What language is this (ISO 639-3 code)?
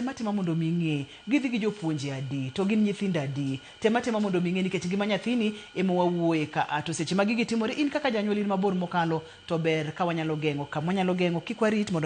luo